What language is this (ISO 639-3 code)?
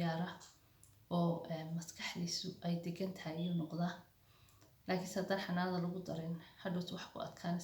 som